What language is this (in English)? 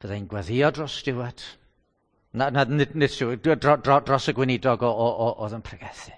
Welsh